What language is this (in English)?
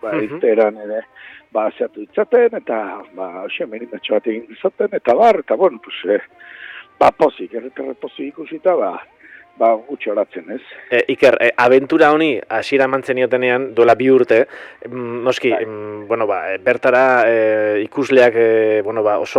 Basque